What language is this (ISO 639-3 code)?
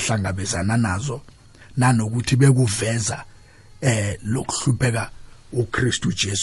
nbl